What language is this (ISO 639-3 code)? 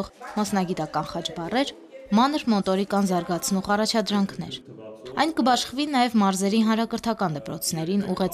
hye